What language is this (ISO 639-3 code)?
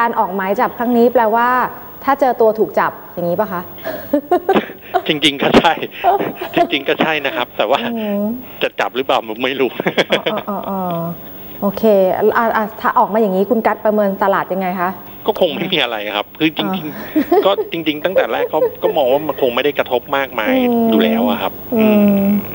tha